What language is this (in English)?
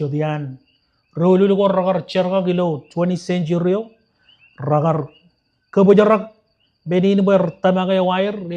Marshallese